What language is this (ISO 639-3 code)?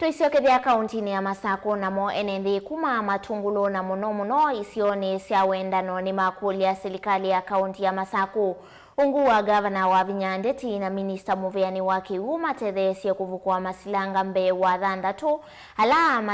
kam